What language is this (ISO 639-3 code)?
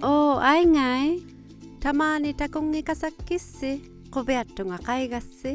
iku